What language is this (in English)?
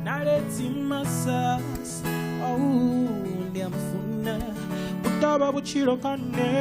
Venda